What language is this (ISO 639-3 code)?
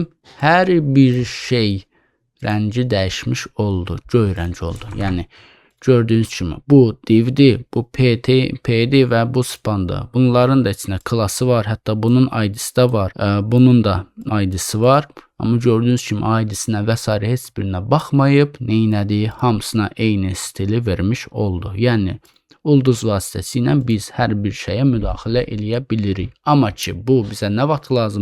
aze